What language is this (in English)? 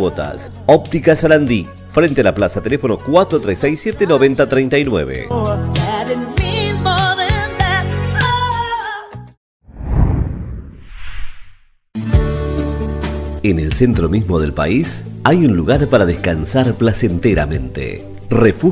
Spanish